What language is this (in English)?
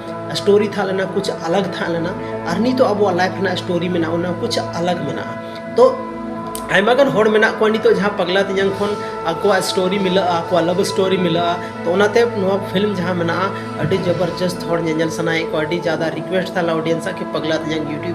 Santali